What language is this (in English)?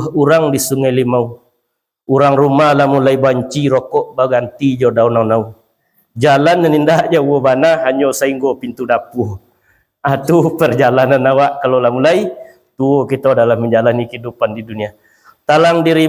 Minangkabau